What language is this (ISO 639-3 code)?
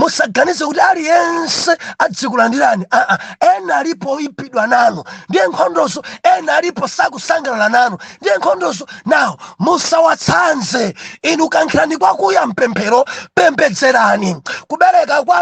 nya